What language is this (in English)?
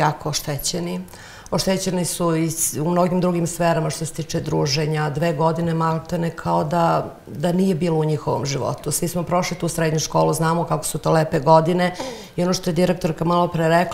Serbian